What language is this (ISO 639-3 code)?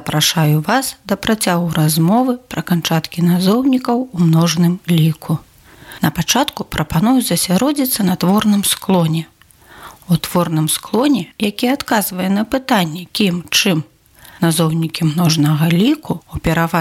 bel